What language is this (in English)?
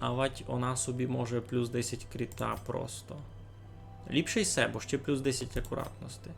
Rusyn